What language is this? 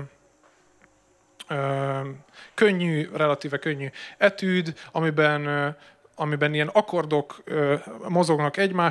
Hungarian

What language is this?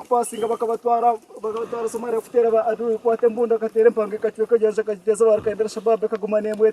Nyankole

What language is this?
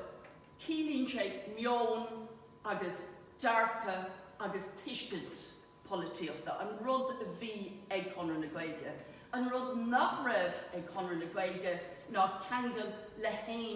Irish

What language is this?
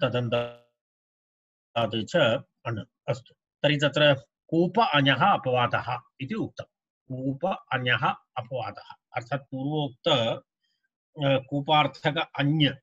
Sanskrit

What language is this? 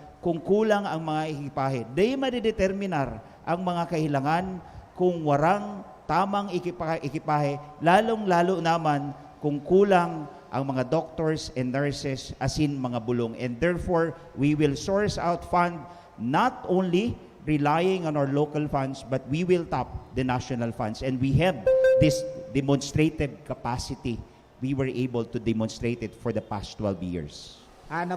Bikol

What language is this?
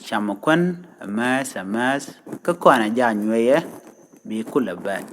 Nuer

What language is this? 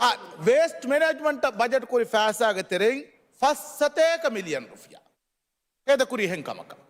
Divehi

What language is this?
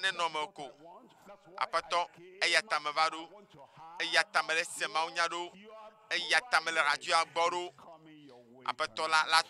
Ewe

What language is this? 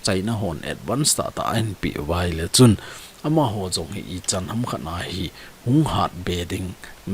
Thado Chin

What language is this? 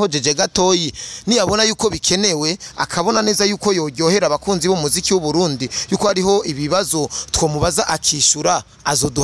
Rundi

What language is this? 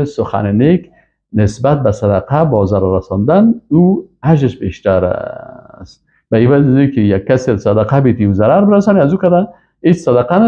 Persian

